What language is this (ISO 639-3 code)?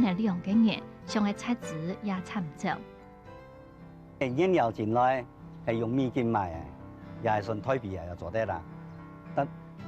hak